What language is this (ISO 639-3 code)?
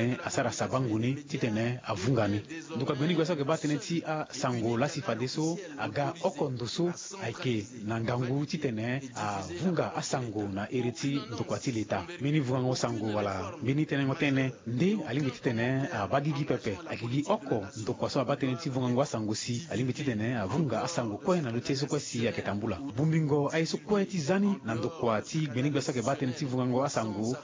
sag